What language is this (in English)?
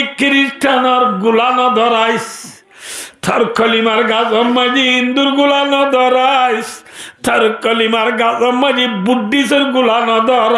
Rohingya